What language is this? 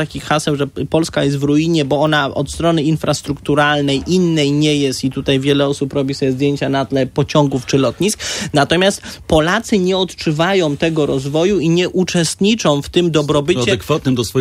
Polish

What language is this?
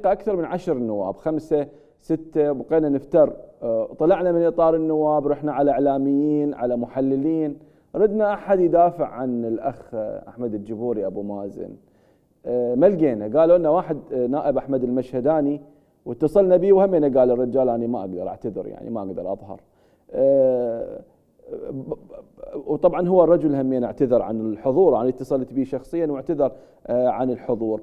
Mesopotamian Arabic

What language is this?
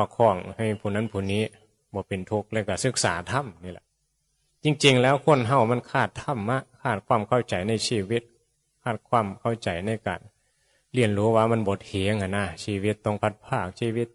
Northeastern Thai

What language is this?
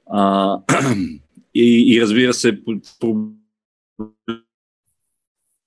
Bulgarian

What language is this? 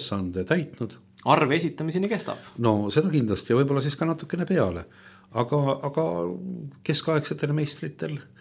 Estonian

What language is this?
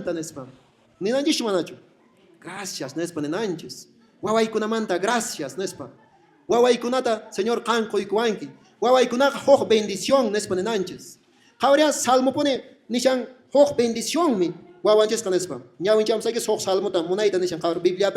Quechua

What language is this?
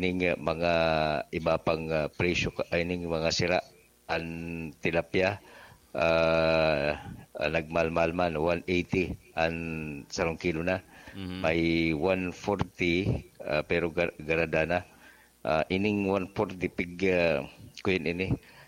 Bikol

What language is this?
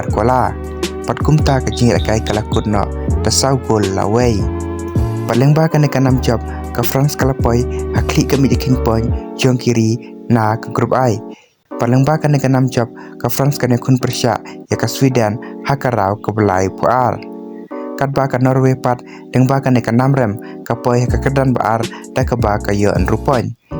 Khasi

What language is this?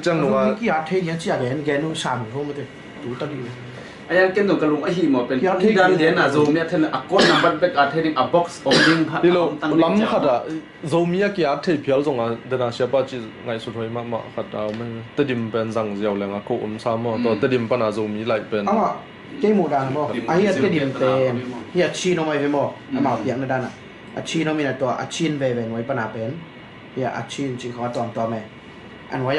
Tedim Chin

